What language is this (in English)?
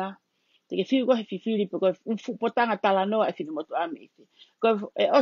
Tongan